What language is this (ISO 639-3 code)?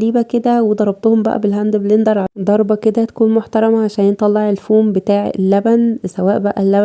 arz